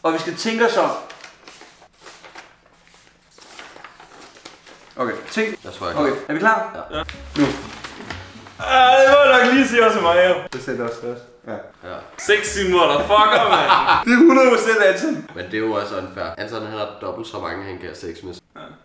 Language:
Danish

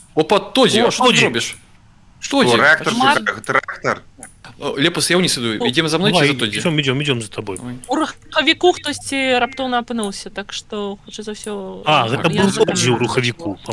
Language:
Belarusian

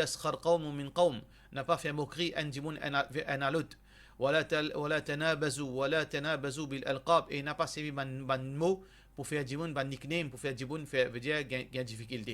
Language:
Morisyen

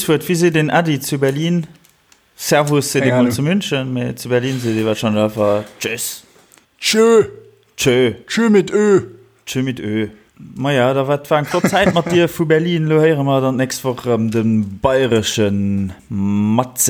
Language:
Luxembourgish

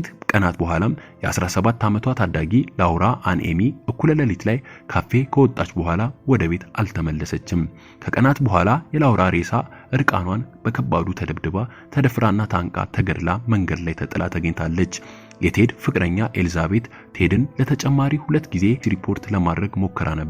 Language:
Amharic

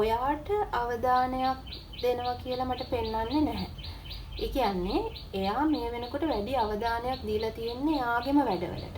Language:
Sinhala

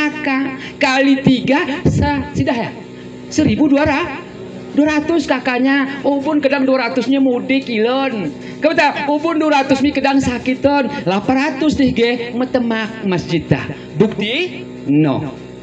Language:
Gayo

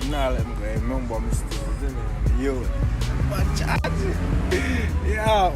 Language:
Jamaican Creole English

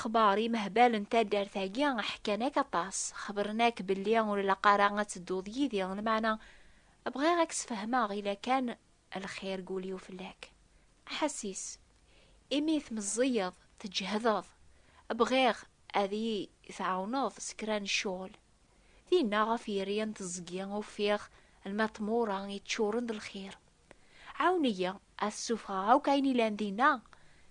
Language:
Kabyle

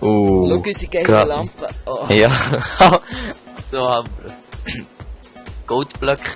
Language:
Swiss German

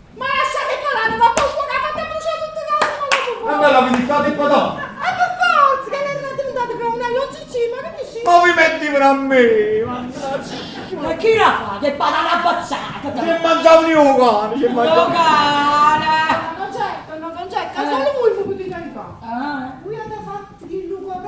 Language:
Neapolitan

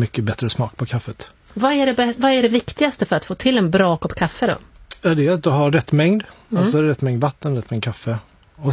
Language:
Swedish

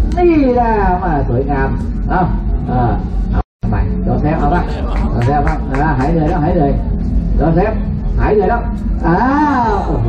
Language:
Thai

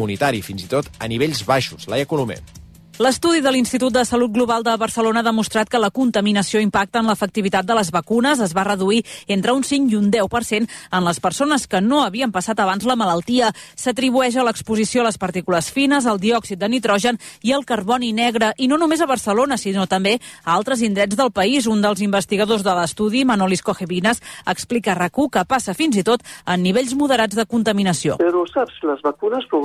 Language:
Catalan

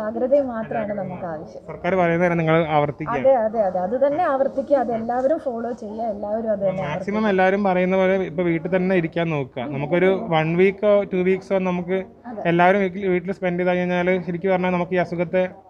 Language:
Malayalam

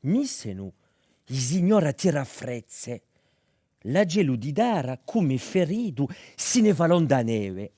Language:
Corsican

